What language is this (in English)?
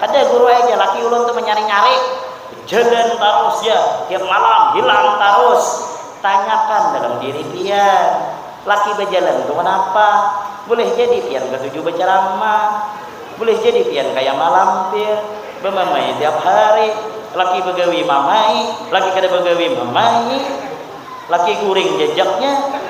Banjar